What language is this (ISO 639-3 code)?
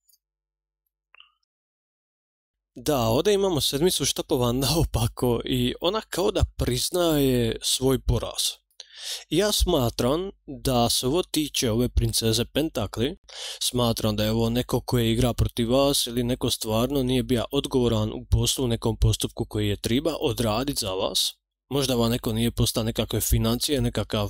hrv